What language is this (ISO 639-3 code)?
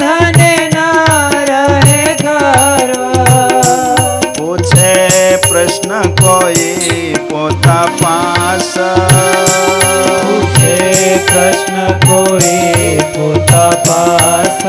guj